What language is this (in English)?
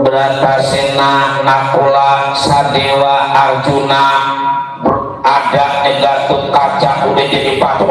Betawi